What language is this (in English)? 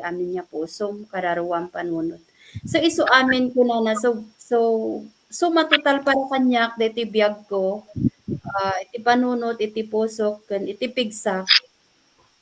Iloko